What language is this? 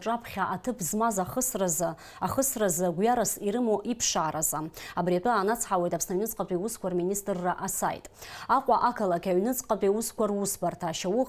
Abkhazian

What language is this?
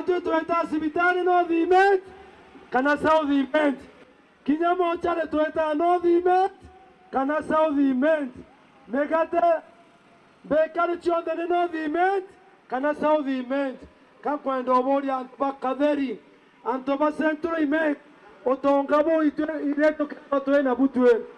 Meru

